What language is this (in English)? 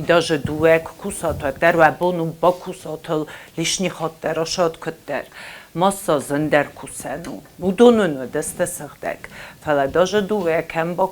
Ossetic